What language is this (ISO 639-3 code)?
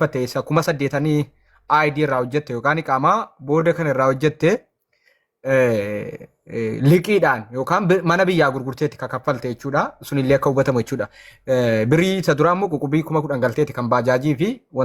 orm